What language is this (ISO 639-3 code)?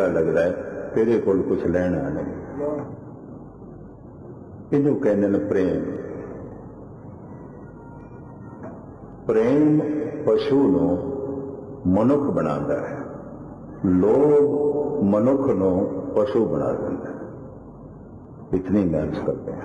pan